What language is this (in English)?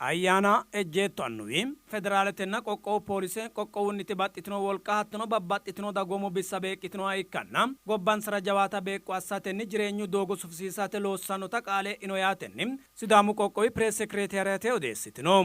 Sidamo